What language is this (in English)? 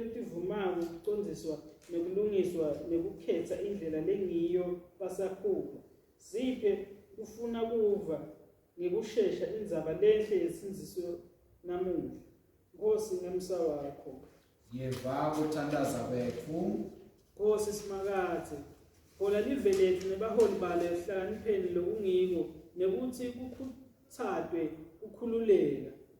Swati